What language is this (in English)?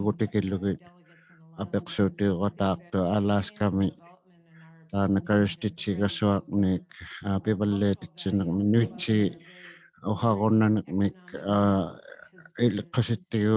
Inuktitut